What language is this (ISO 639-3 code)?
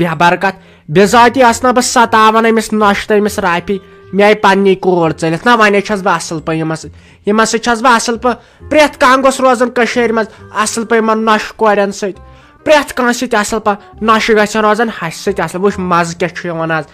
kas